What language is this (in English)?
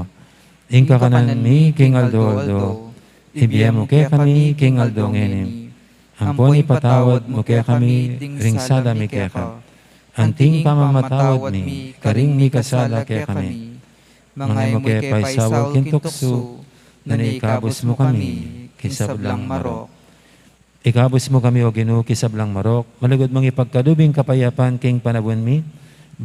Pampanga